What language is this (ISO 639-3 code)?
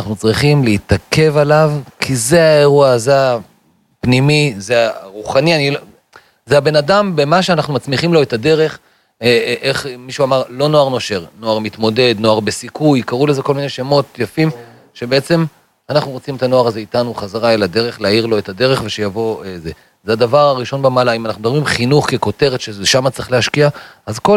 heb